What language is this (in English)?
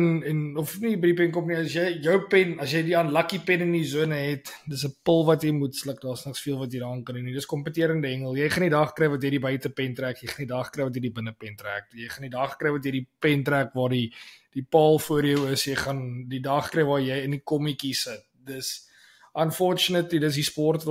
Afrikaans